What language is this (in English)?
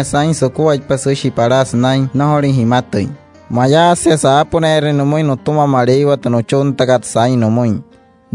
Wayuu